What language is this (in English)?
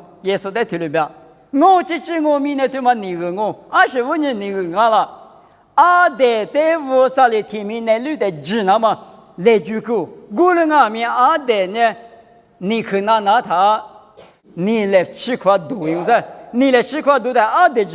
Lisu